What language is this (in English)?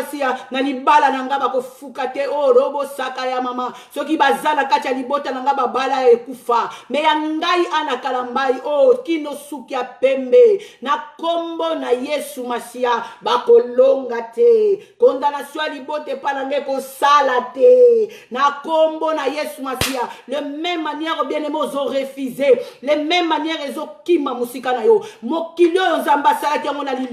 Lingala